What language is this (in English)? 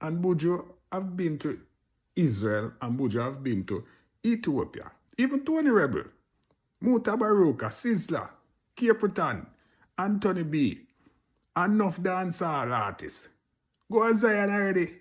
Jamaican Creole English